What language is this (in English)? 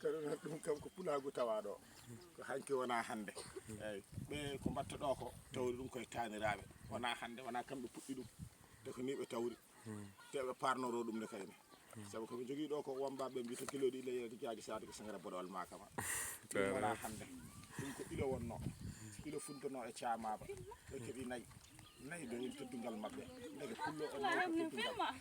Fula